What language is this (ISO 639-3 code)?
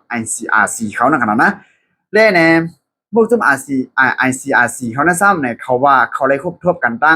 shn